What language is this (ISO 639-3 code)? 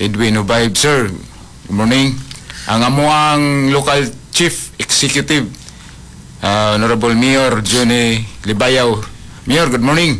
ceb